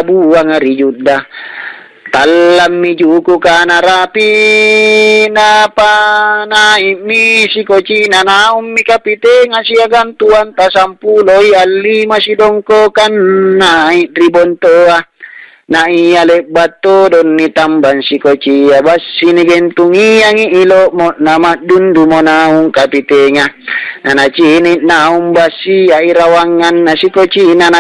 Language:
Makasar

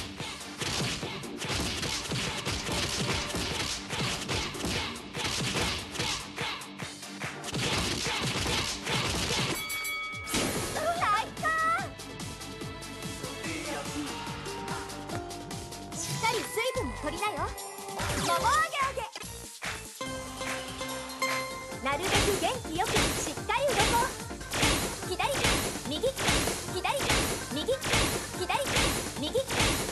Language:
Japanese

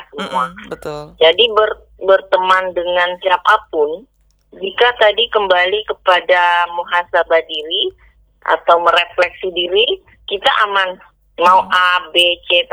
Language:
Indonesian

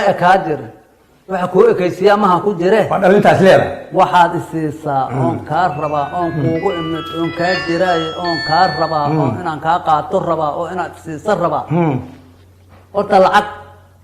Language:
Somali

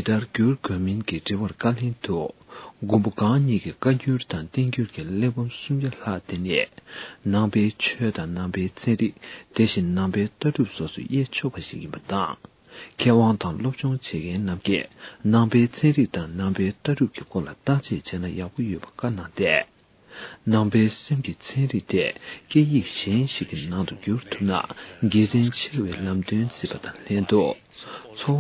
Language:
Tibetan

